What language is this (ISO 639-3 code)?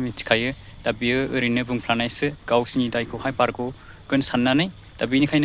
brx